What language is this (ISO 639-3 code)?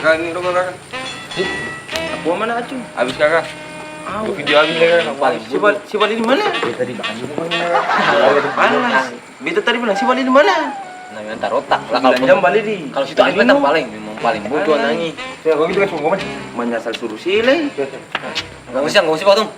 abs